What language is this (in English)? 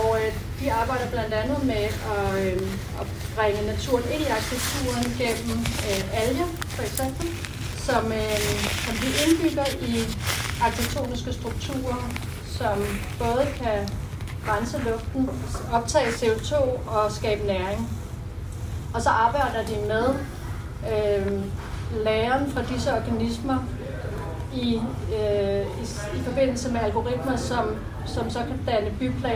Danish